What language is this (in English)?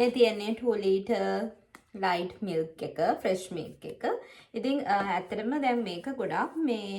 Sinhala